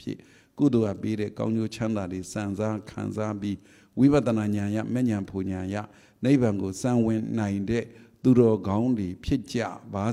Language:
Burmese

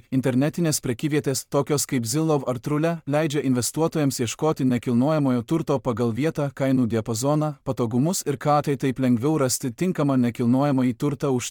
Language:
Lithuanian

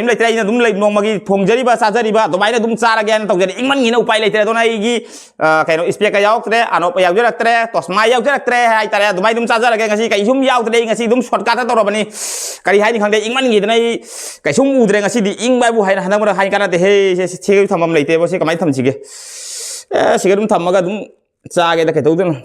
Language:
Manipuri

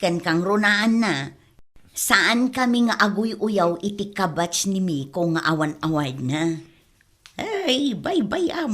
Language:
Iloko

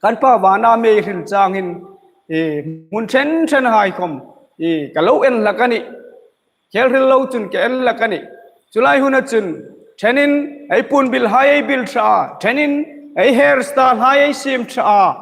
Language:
Hmar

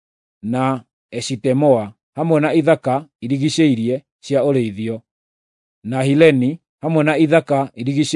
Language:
Kikuyu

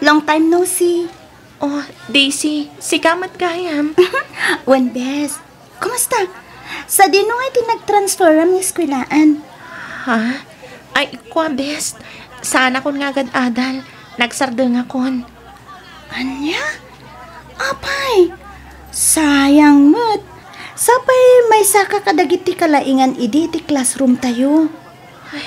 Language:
Iloko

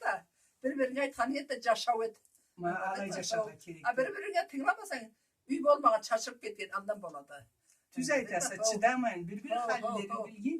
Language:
Karachay-Balkar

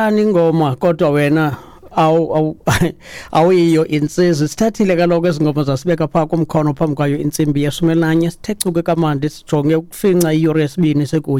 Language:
Xhosa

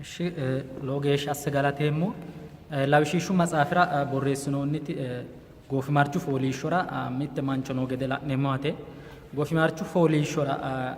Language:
Sidamo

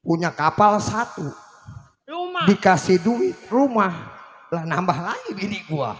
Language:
Betawi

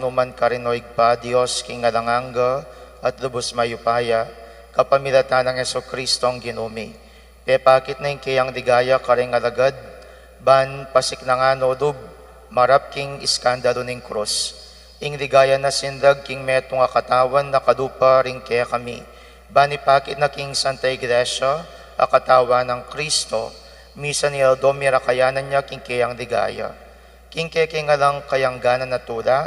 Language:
Pampanga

